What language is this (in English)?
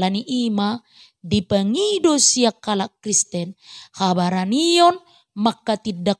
Batak Toba